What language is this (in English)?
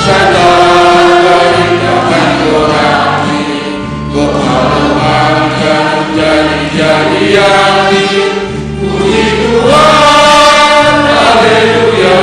Batak Simalungun